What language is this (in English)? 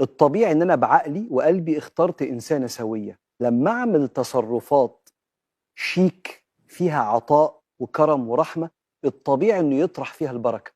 Egyptian Arabic